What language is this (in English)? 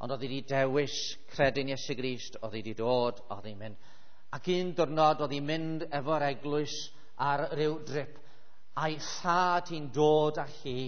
Welsh